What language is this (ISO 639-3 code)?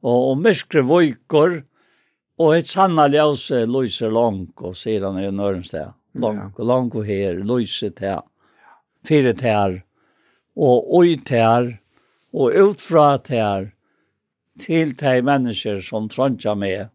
fao